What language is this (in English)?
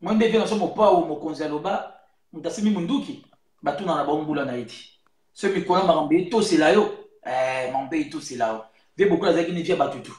Lingala